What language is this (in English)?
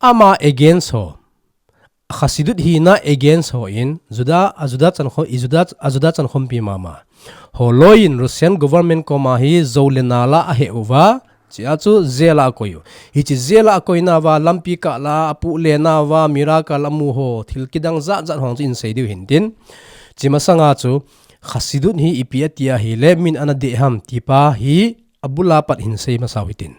Thado Chin